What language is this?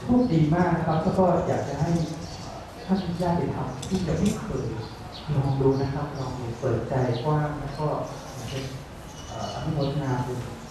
Thai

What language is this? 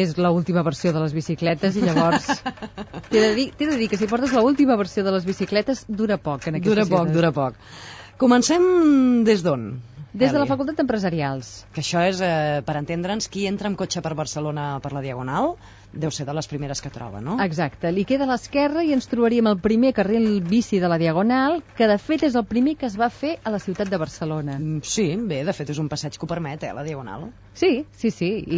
Catalan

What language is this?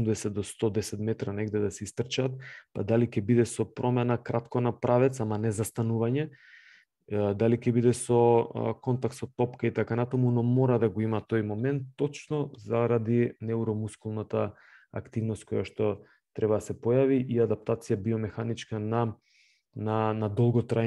Macedonian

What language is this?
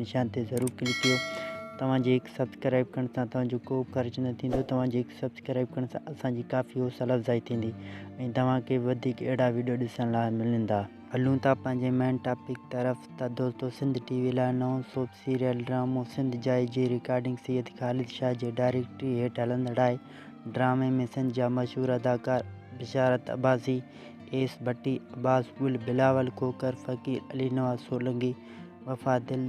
Sindhi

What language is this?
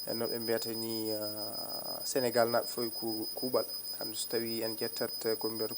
Fula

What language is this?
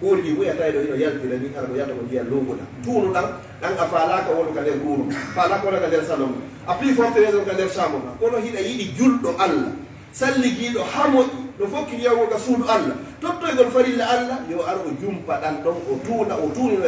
Fula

